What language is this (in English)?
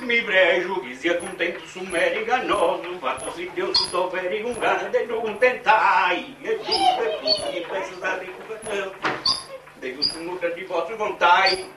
Sardinian